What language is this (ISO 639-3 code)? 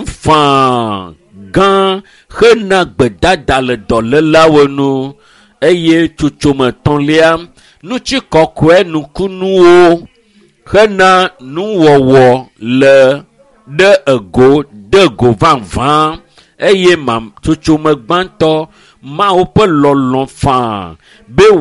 ewe